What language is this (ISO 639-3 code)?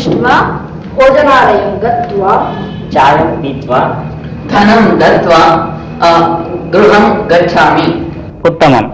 san